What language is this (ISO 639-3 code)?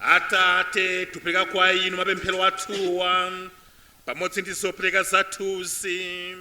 nya